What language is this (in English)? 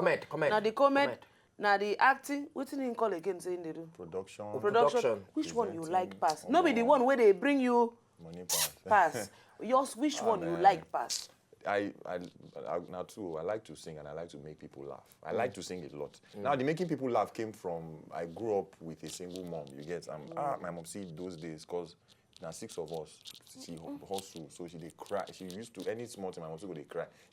Nigerian Pidgin